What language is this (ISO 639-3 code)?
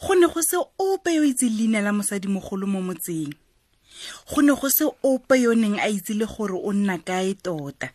tsn